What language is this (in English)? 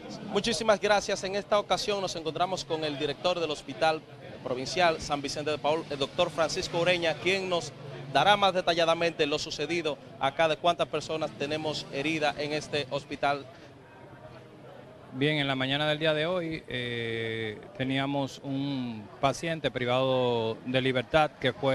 Spanish